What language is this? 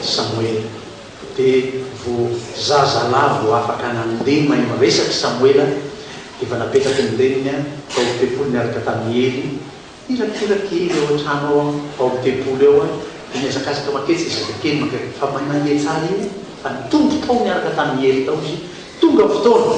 Malagasy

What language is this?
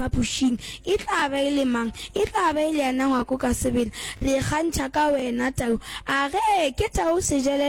Northern Sotho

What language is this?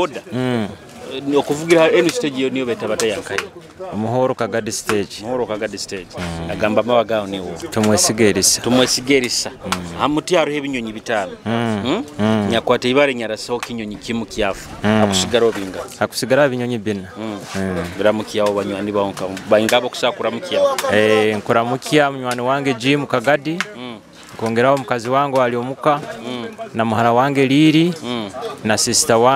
Nyoro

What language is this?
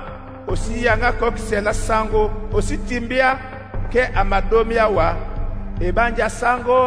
Duala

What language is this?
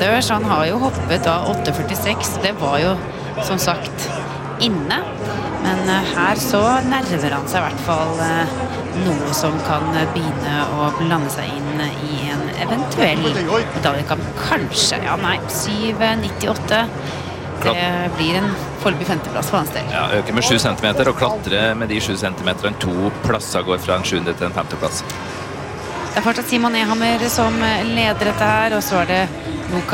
Norwegian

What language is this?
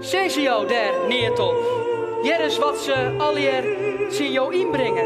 Western Frisian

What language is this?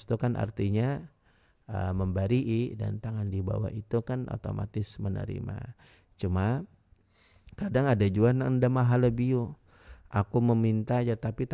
Banjar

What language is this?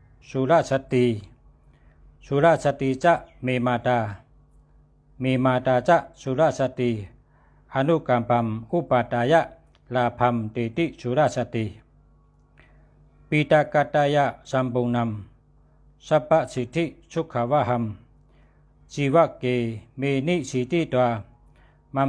Shan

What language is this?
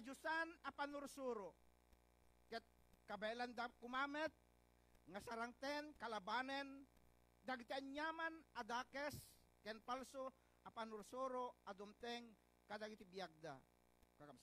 Iloko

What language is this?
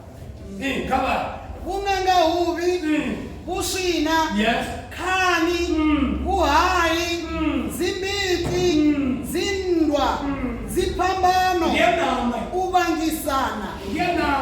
Venda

